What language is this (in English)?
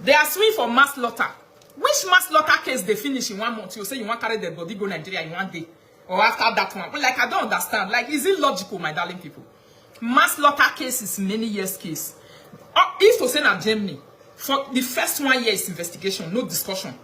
Nigerian Pidgin